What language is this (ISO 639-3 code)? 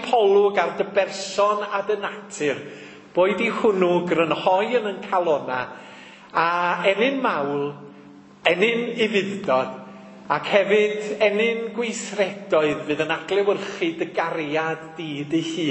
cym